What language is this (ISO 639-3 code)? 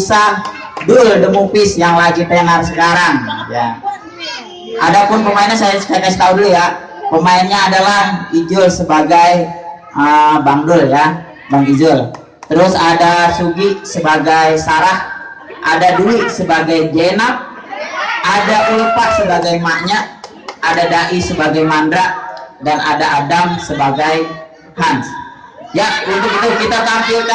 bew